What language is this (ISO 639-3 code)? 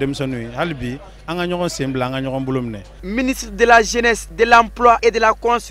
bam